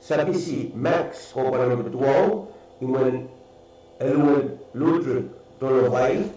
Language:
Pohnpeian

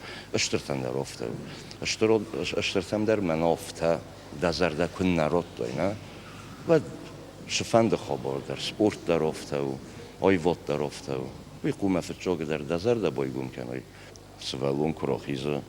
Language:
Ossetic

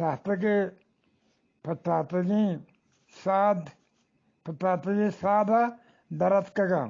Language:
Eastern Balochi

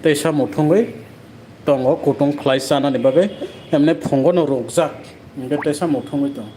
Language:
Kok Borok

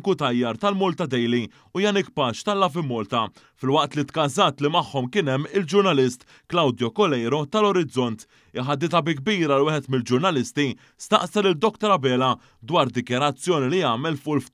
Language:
Maltese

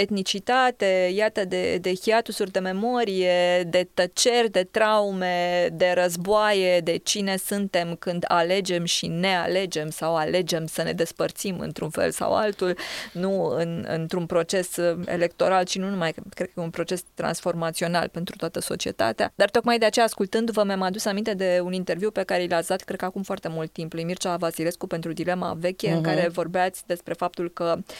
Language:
Romanian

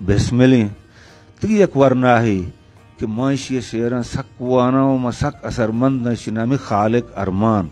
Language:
Eastern Balochi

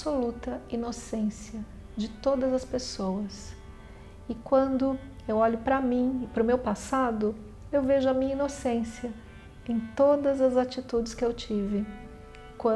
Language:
Portuguese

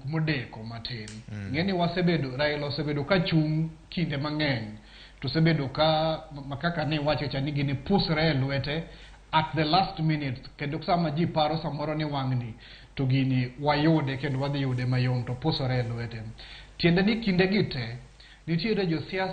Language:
Luo (Kenya and Tanzania)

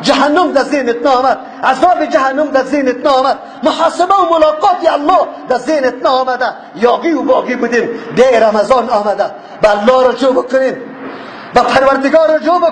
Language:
Tajik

